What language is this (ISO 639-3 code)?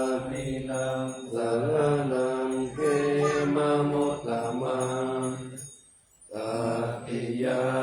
pli